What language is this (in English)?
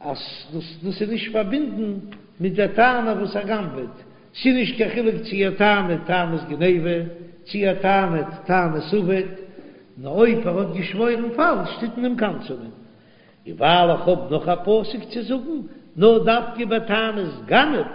Yiddish